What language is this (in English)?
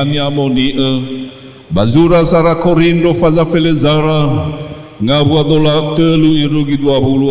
Nias